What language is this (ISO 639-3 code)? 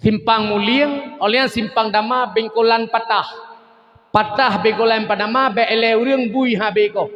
ace